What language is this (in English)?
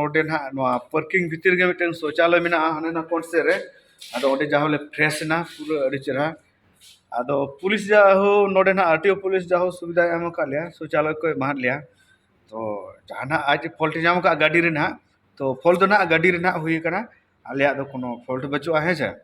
Santali